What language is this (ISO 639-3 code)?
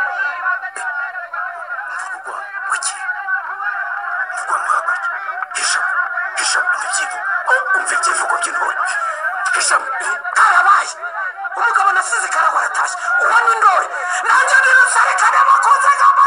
kin